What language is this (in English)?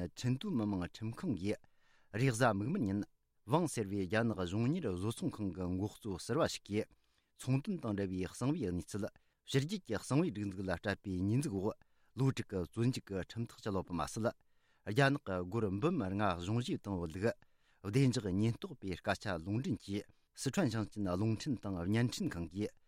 Tibetan